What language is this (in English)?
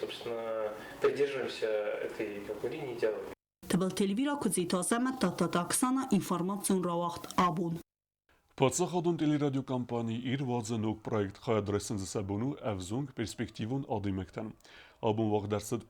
Ossetic